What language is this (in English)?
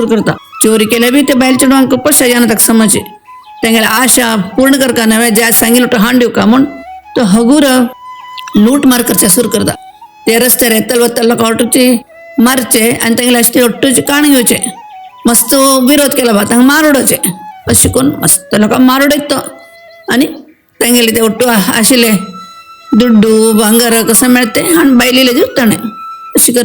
Konkani